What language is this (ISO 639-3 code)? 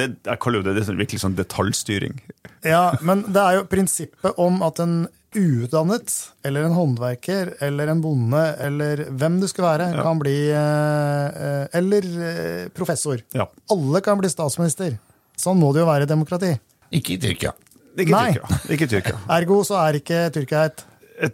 nor